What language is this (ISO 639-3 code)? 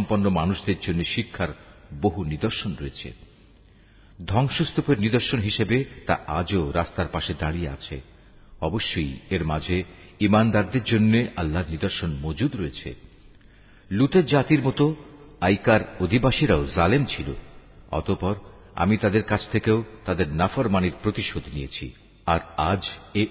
ben